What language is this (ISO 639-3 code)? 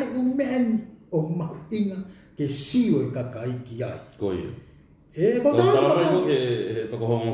ton